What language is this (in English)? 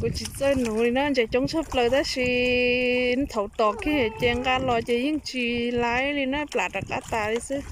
Hmong